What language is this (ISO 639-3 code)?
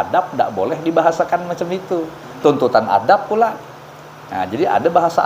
bjn